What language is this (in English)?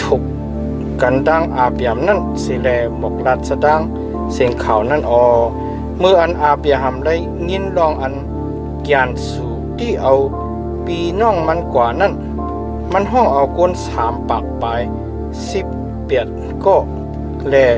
Shan